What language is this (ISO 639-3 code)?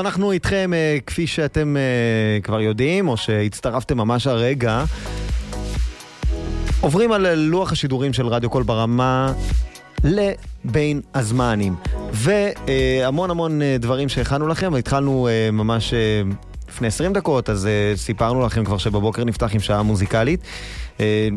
heb